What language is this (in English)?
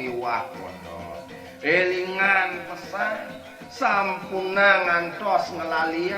Balinese